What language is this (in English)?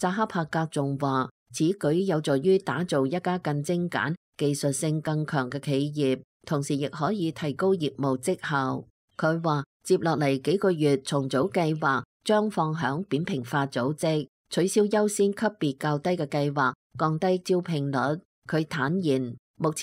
Cantonese